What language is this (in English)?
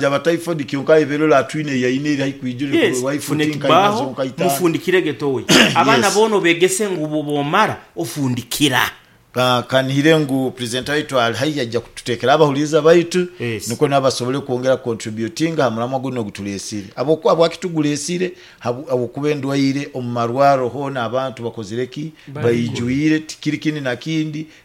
Nyoro